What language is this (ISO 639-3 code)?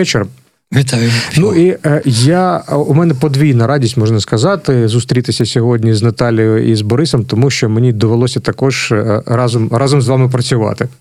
ukr